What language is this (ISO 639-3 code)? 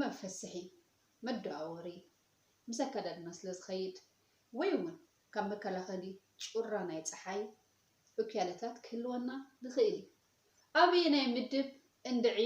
tir